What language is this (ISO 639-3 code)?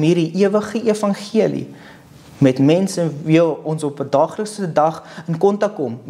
afr